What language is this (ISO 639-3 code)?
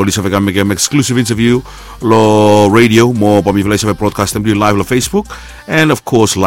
bis